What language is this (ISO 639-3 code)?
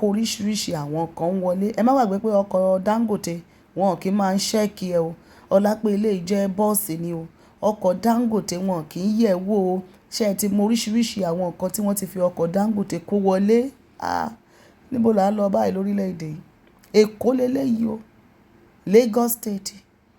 yor